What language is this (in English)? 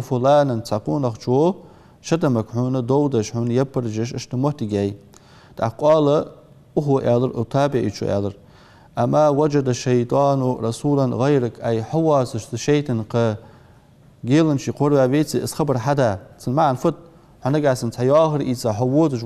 Ingush